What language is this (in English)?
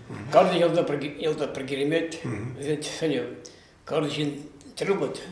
Chuvash